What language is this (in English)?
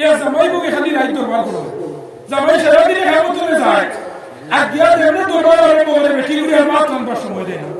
Sylheti